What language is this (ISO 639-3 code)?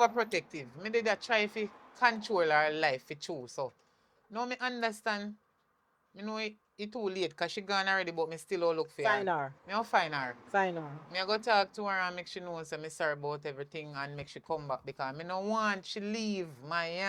jam